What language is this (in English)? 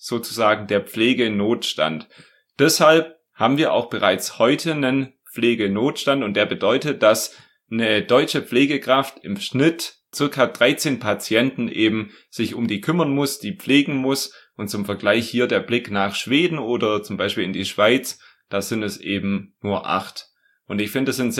German